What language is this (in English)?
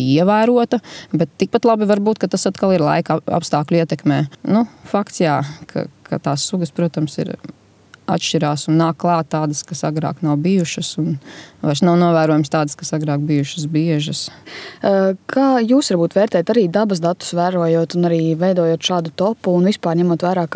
Latvian